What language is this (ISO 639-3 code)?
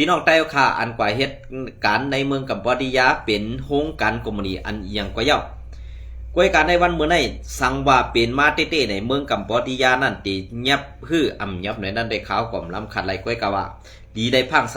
shn